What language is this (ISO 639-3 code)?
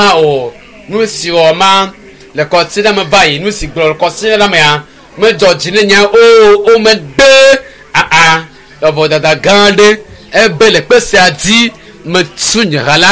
ewe